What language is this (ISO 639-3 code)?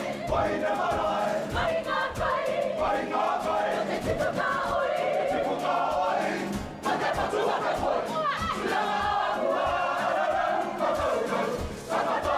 mri